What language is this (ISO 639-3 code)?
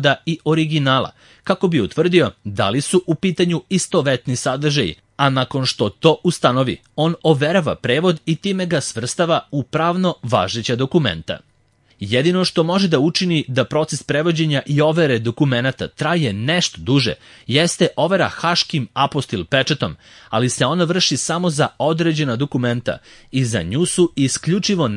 srp